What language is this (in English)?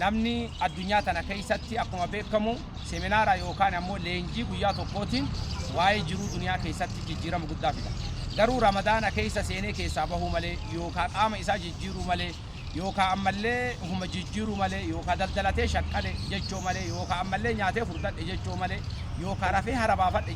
Oromo